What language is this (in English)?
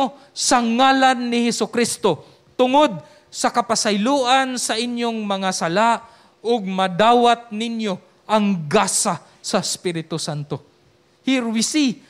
Cebuano